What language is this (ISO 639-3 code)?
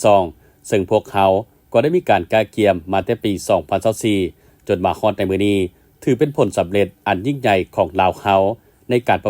lao